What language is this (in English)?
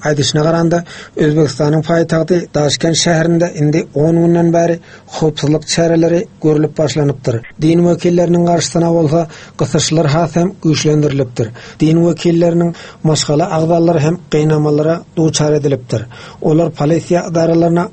Turkmen